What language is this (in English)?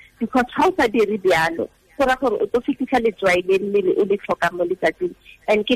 Tswana